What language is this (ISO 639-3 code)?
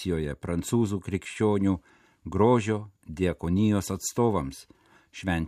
lit